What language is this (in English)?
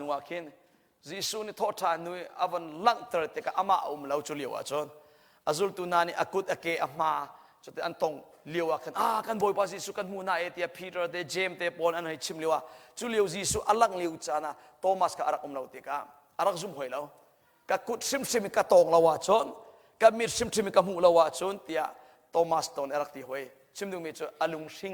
Hakha Chin